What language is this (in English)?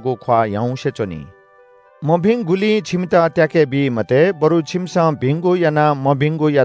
Newari